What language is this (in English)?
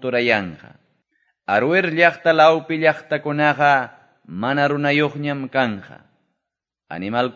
Quechua